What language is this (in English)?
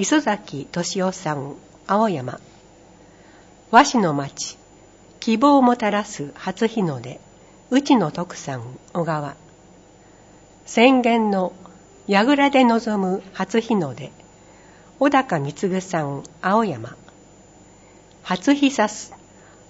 Japanese